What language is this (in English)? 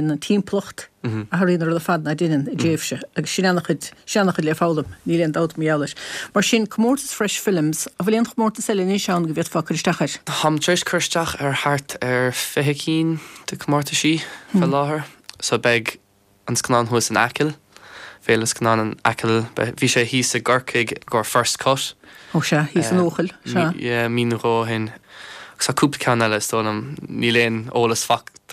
Irish